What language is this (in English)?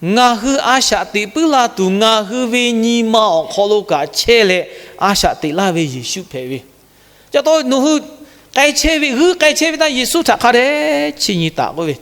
Lahu